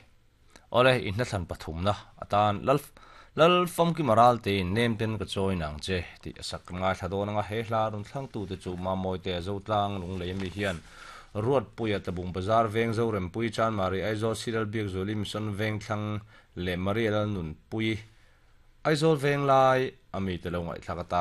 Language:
Mizo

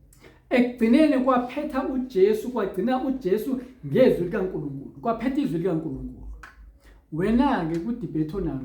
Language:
Zulu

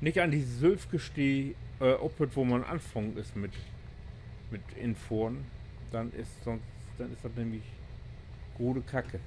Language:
Low German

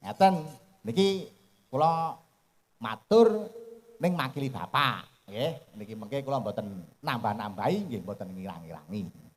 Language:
Javanese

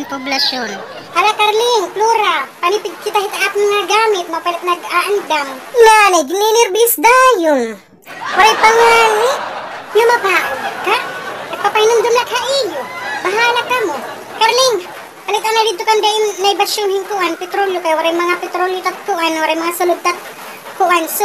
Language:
Waray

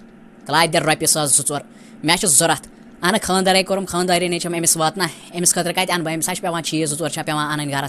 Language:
Kashmiri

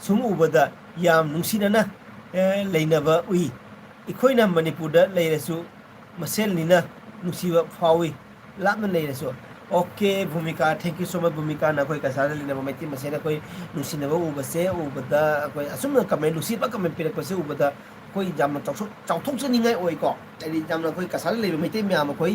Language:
Manipuri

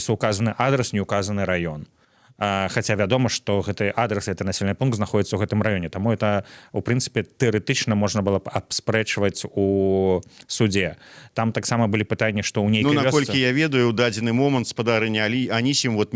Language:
Belarusian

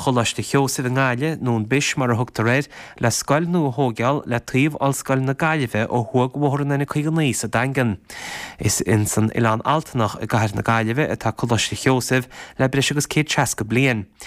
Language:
Irish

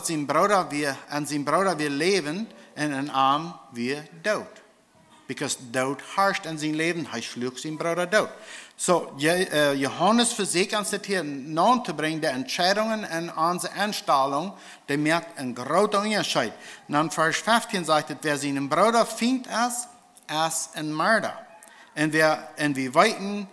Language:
Plautdietsch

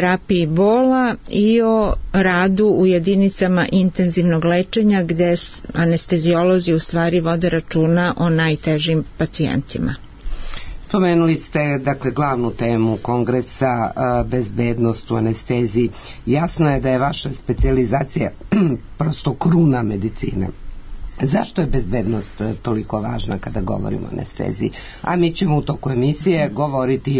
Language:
Serbian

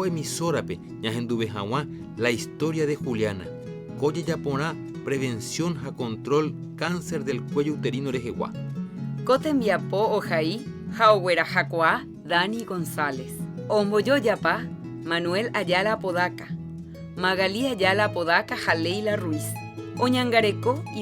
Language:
Guarani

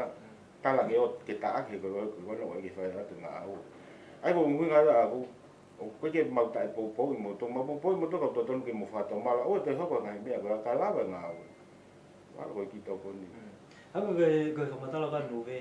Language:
Tongan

